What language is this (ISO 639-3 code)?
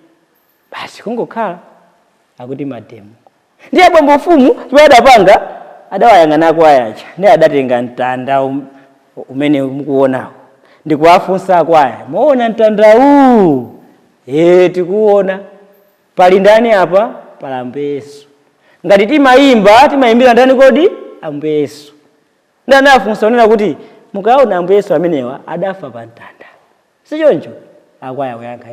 nya